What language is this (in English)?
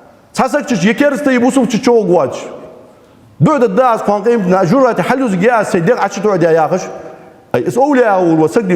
Ingush